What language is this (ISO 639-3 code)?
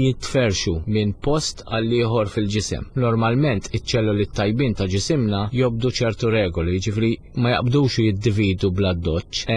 mlt